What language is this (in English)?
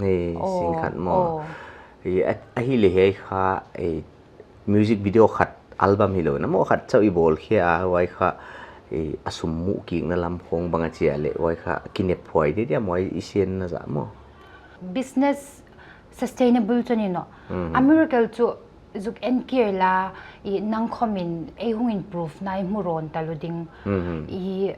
Paite Chin